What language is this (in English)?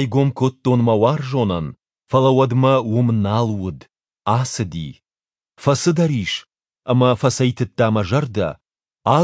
Ossetic